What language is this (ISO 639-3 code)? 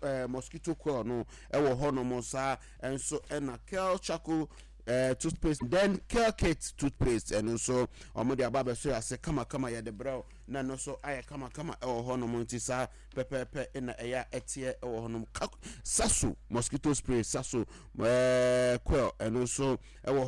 aka